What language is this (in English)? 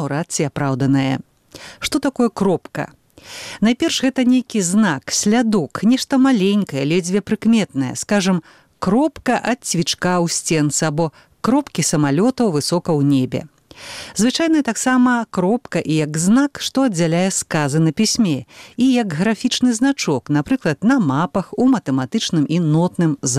Belarusian